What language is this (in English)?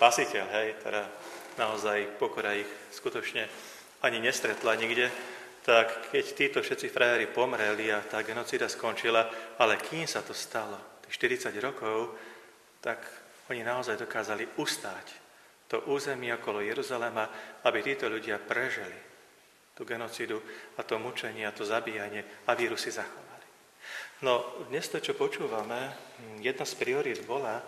Slovak